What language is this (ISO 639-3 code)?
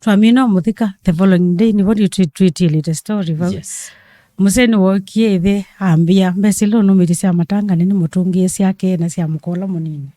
kam